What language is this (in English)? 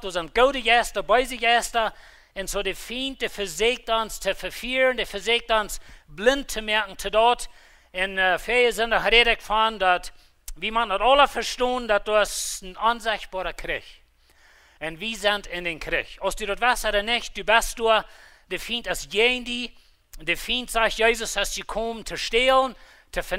Plautdietsch